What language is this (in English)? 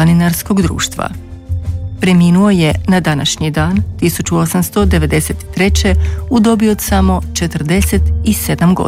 Croatian